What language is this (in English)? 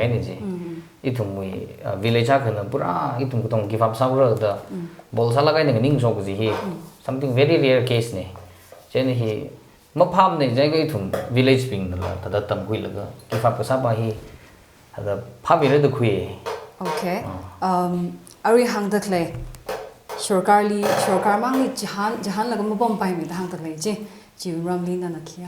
Tangkhul Naga (India)